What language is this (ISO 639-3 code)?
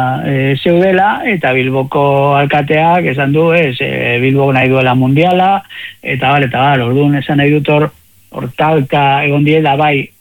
eus